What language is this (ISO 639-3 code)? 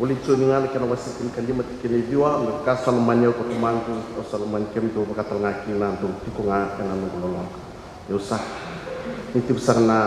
fij